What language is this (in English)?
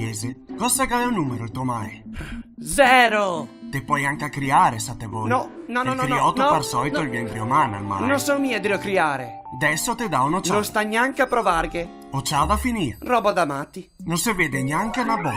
Venetian